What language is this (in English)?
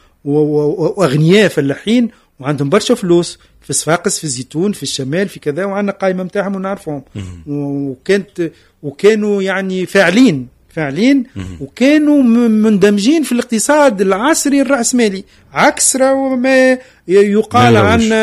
Tunisian Arabic